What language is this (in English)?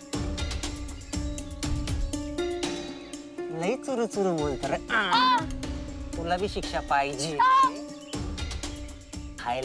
Marathi